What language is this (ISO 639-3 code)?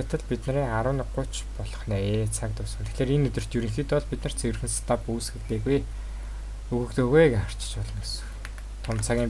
mon